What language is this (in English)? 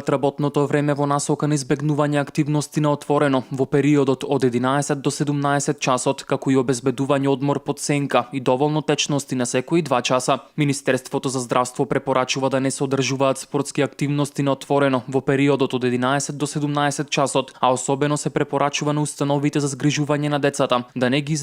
Macedonian